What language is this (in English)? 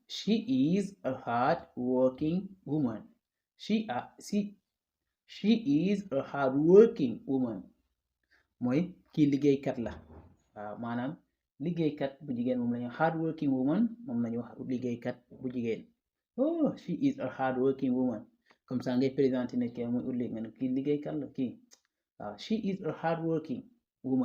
Wolof